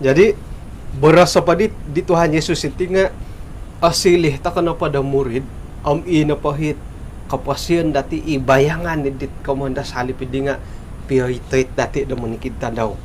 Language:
Central Dusun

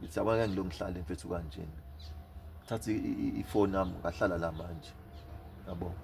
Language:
Zulu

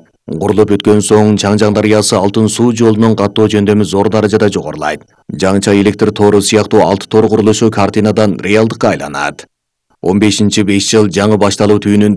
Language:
Kyrgyz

